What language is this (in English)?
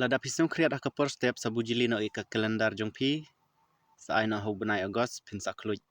Khasi